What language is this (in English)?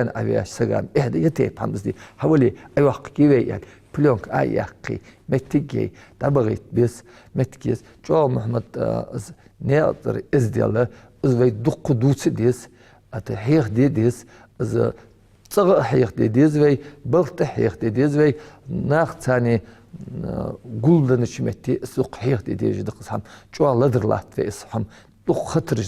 Ingush